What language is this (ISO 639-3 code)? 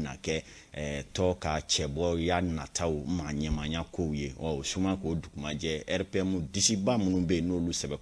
bam